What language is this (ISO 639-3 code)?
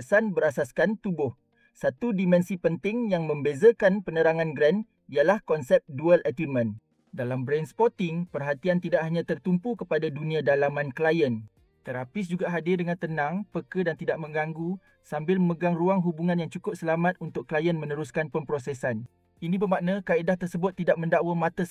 msa